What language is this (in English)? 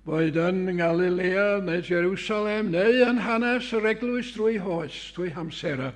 Welsh